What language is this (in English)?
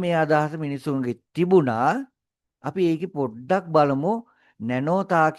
Sinhala